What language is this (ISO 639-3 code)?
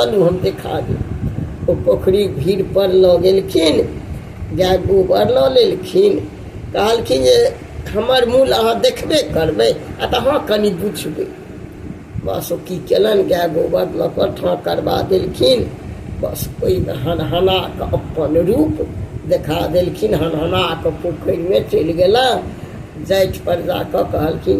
mai